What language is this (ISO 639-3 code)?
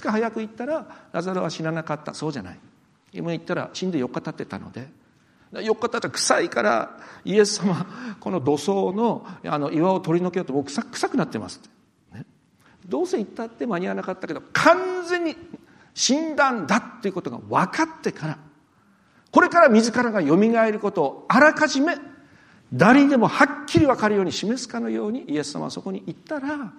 jpn